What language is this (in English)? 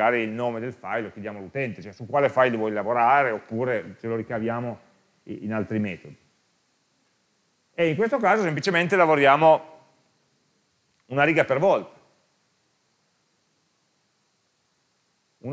Italian